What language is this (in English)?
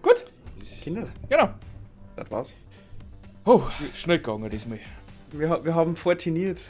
Bavarian